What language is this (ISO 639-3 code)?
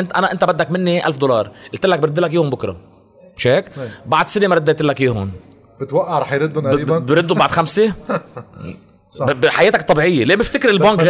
apc